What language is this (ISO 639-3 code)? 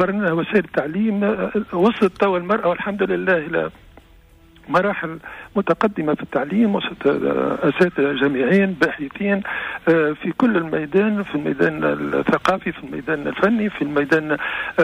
aeb